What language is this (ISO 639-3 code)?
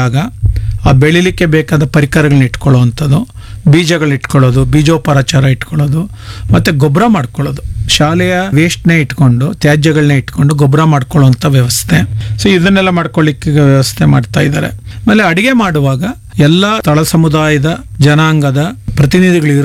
kan